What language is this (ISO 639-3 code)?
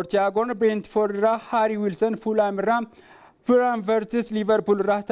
orm